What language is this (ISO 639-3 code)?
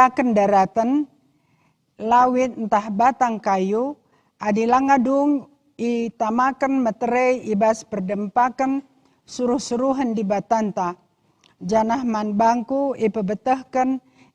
btx